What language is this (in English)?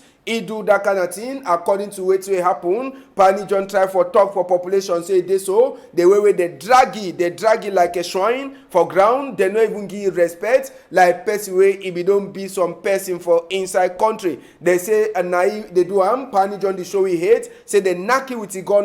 Cameroon Pidgin